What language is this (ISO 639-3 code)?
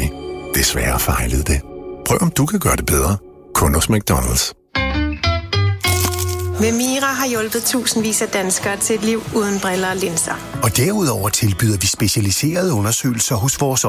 dan